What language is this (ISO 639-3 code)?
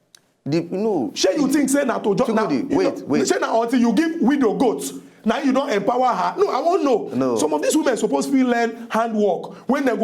pcm